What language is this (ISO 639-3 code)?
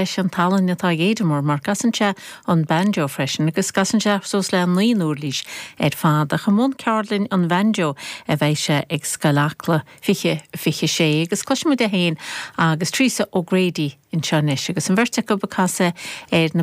gle